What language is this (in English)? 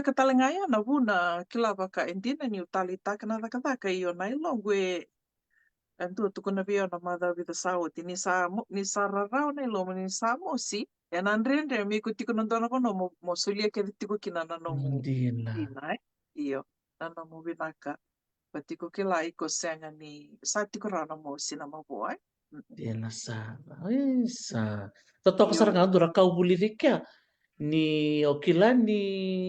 Fijian